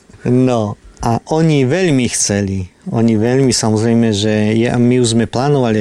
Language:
Slovak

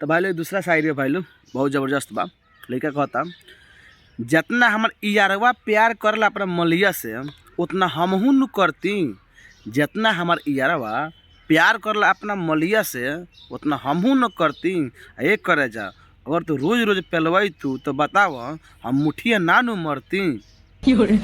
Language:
Bhojpuri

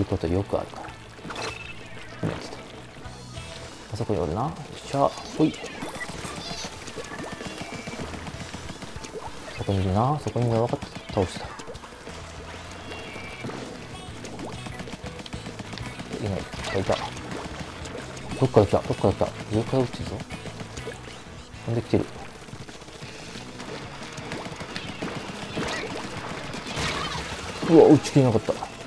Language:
Japanese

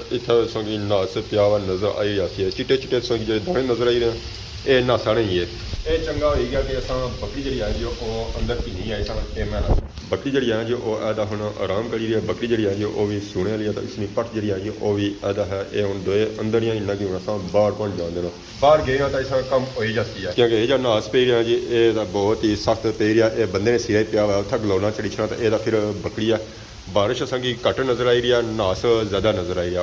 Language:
Pahari-Potwari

